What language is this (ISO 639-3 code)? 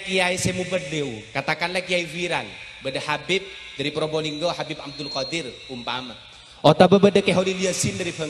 mad